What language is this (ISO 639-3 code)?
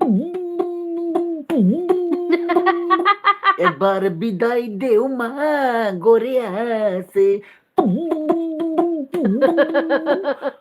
mni